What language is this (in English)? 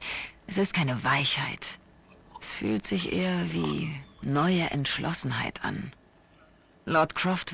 Swiss German